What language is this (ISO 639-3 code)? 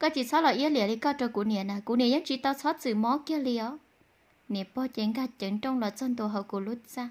hmn